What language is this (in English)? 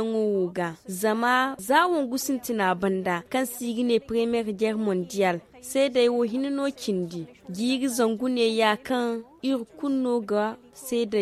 Zarma